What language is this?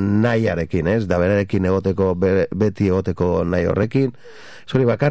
Basque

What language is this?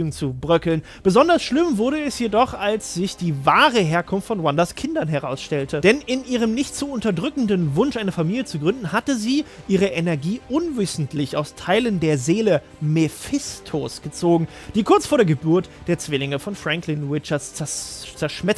German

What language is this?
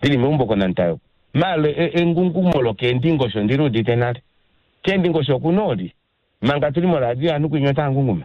Kuanyama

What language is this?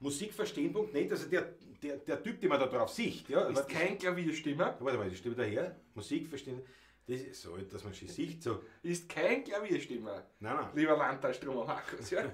Bavarian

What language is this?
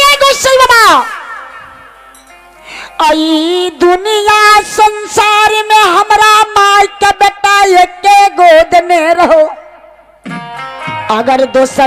Bhojpuri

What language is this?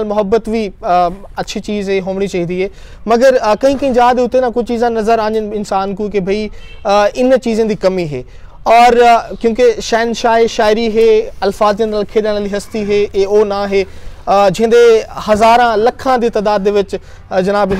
Saraiki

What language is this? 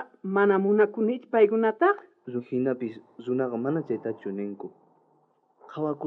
South Bolivian Quechua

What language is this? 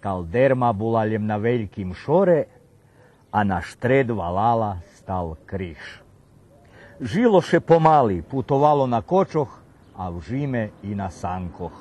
Rusyn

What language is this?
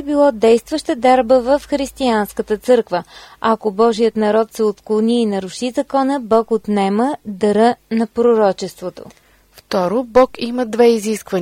Bulgarian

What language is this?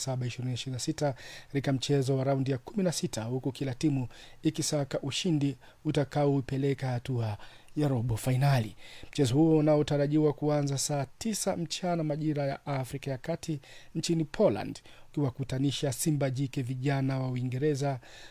Swahili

